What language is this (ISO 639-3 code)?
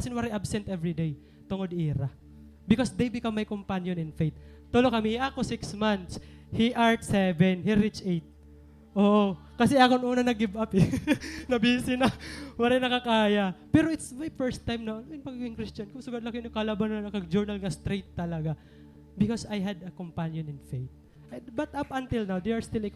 war